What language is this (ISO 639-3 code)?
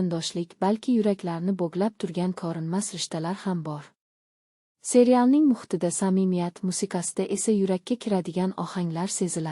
uzb